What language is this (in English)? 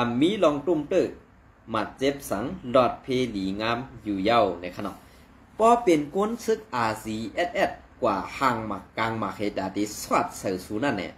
Shan